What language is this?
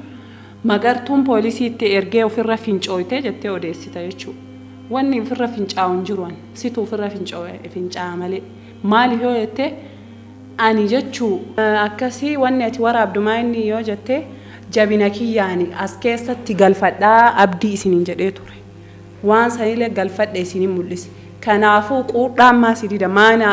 Oromo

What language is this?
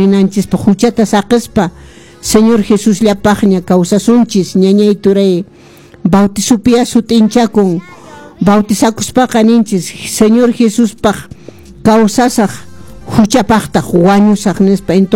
Quechua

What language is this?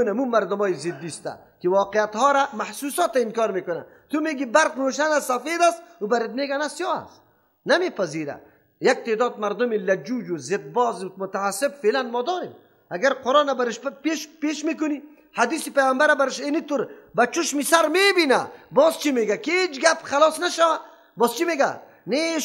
Persian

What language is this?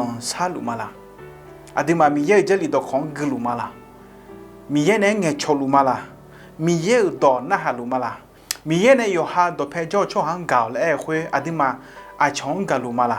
Akha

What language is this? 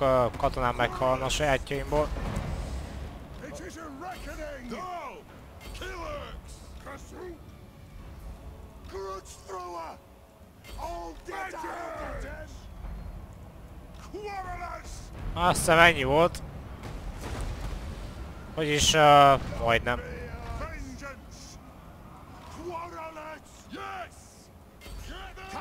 Hungarian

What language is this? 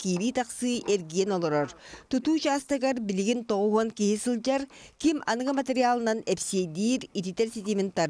Yakut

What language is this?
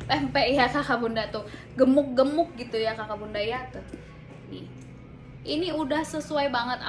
Indonesian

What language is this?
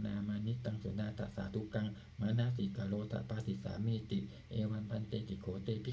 Pali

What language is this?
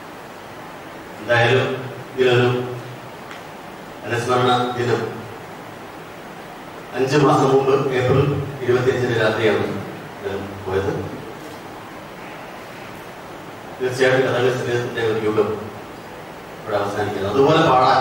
Malayalam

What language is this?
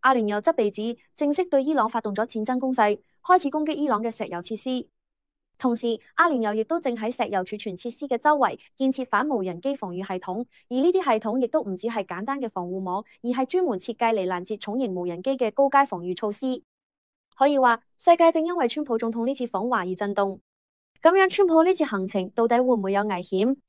Cantonese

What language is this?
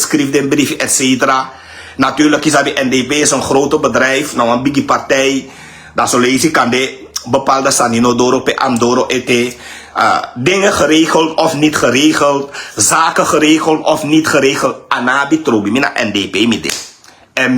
Sranan Tongo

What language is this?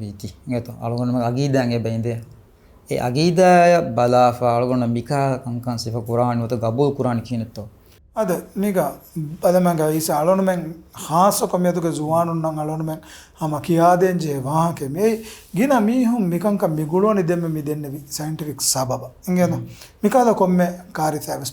Divehi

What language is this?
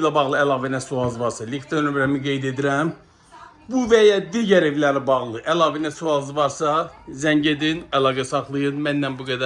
Azerbaijani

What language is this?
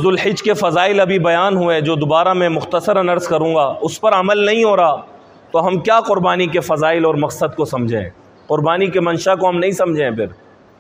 Urdu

